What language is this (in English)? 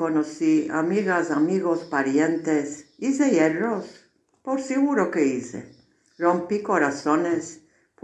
Ladino